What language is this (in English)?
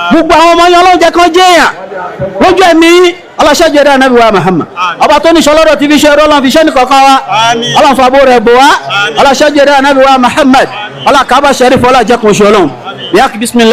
Yoruba